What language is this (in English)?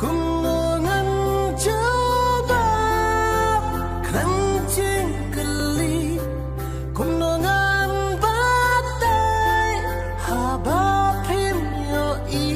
Khasi